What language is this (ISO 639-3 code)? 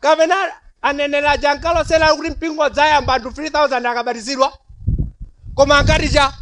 nya